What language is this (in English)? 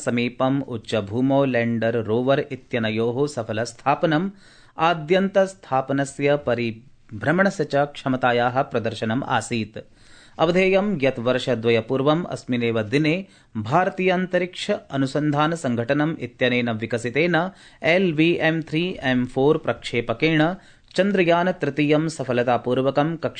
Sanskrit